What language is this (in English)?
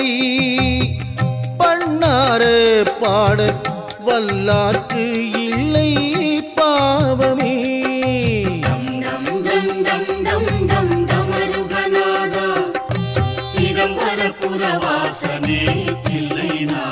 Tamil